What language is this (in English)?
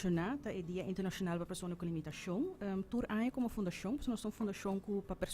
Papiamento